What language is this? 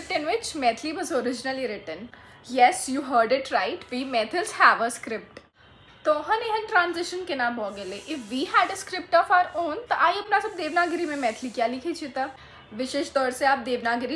Maithili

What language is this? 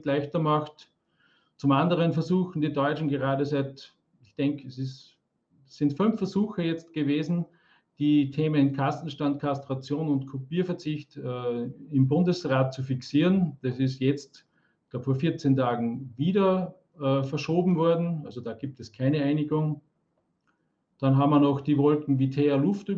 German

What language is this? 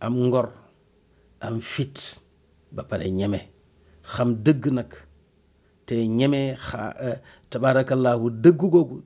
Wolof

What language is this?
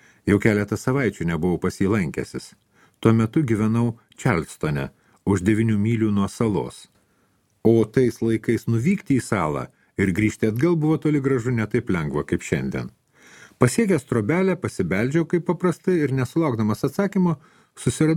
Lithuanian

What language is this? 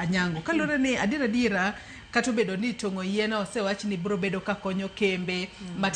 Luo (Kenya and Tanzania)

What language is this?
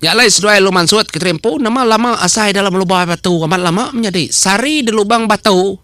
Iban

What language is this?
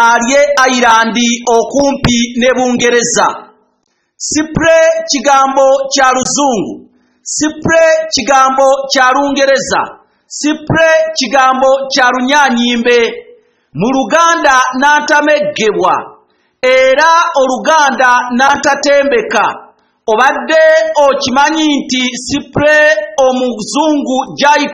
Ganda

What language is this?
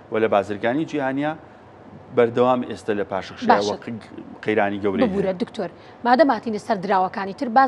Central Kurdish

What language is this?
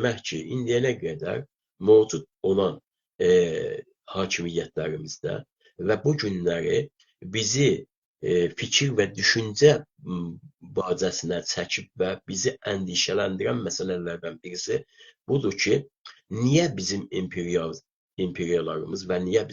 South Azerbaijani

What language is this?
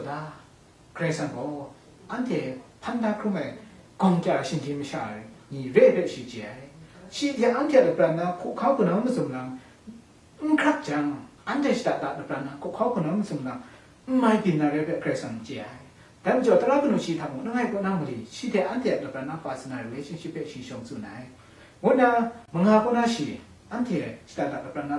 Kachin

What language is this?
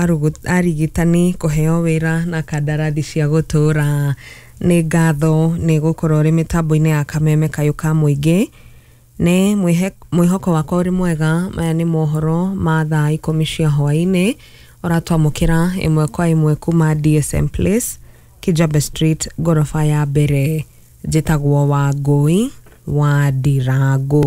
Kikuyu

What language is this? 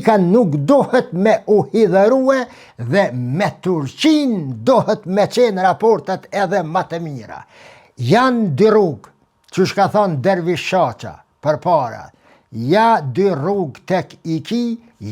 Albanian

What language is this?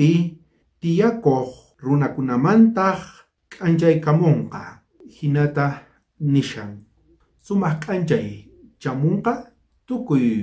South Bolivian Quechua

